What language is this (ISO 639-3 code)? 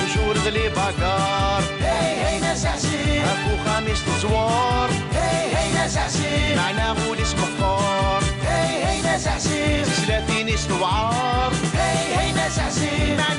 kab